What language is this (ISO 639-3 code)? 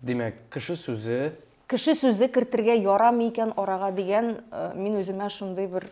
tat